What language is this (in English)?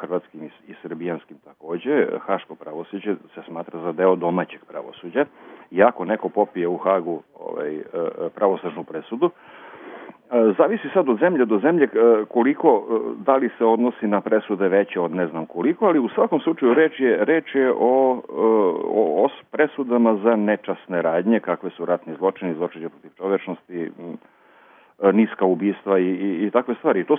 Serbian